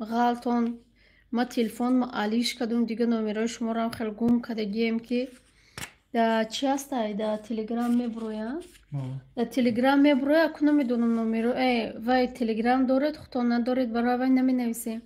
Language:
Tajik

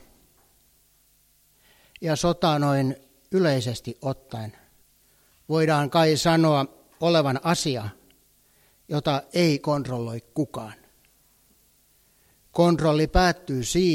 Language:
Finnish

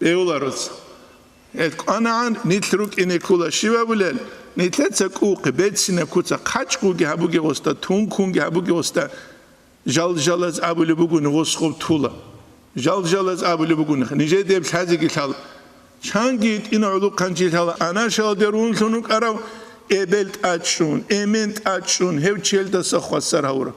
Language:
Avaric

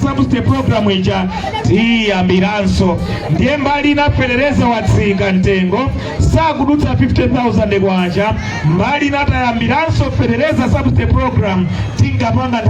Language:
Nyanja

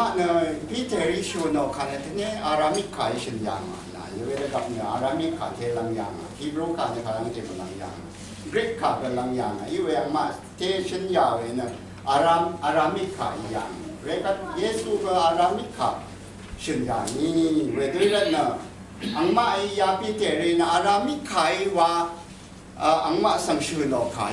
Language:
Rawang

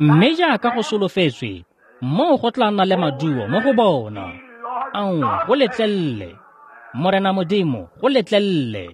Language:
Tswana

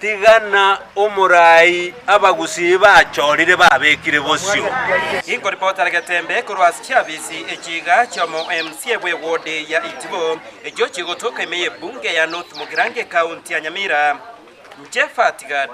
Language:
Gusii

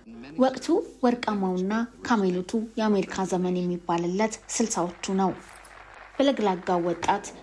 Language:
Amharic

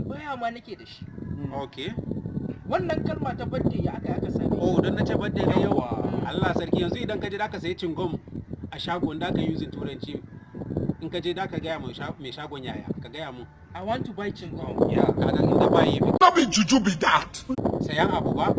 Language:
Hausa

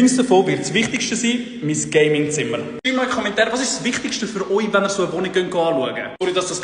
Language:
Swiss German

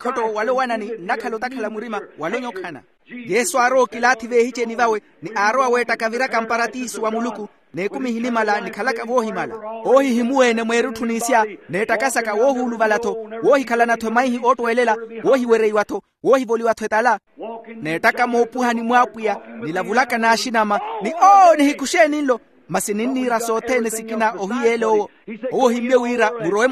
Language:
Makhuwa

